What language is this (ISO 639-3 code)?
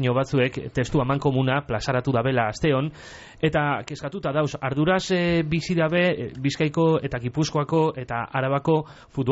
eus